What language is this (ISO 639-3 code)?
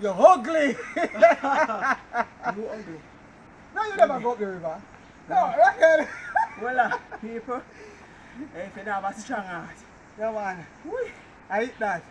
jam